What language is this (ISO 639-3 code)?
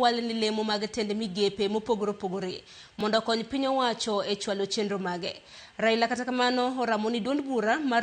luo